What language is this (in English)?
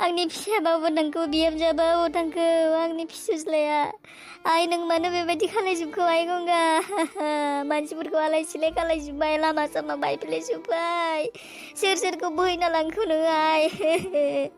Bodo